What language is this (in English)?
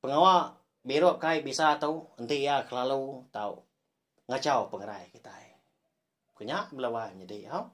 Iban